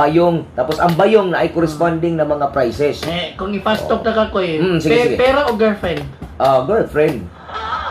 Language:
Cebuano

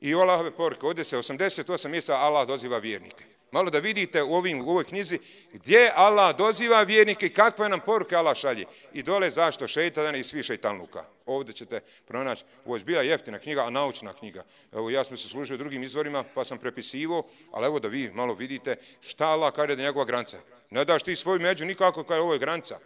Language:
Bosnian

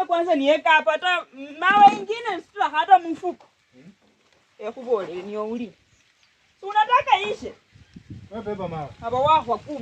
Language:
Swahili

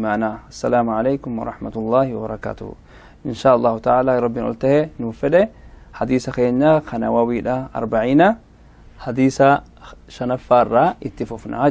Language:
Oromo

